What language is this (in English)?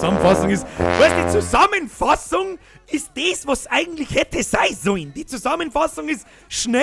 Bavarian